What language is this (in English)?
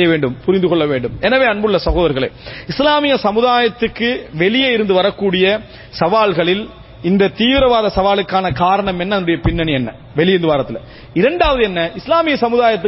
Tamil